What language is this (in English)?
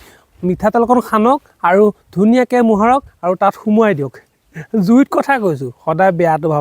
Assamese